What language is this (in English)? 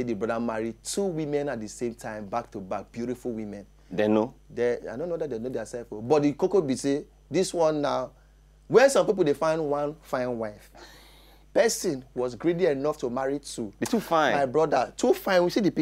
Nigerian Pidgin